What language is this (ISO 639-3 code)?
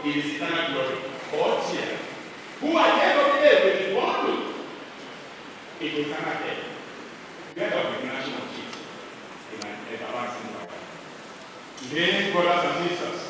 eng